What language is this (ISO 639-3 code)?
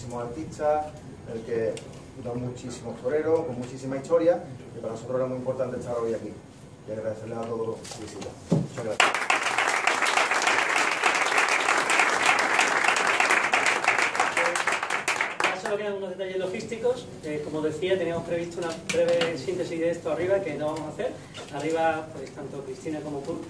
spa